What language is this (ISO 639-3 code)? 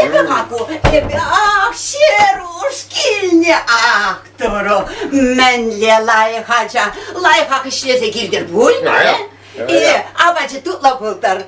chv